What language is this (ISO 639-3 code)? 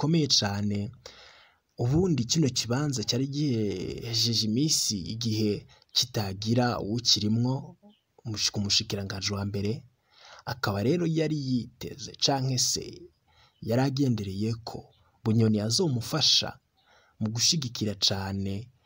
run